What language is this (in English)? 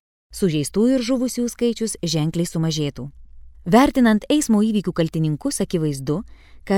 Lithuanian